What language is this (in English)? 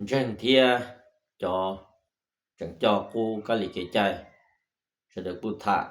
Hmong